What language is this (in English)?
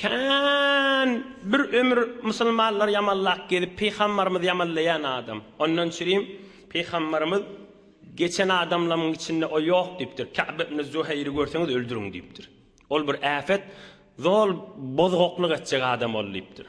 Turkmen